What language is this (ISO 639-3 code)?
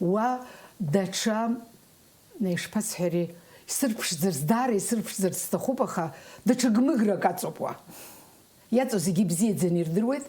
abk